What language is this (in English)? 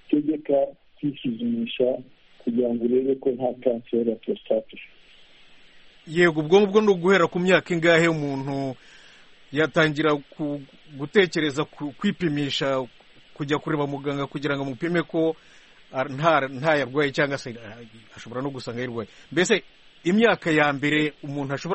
Kinyarwanda